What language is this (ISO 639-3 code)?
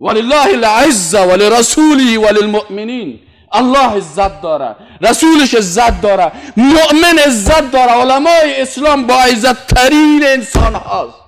fas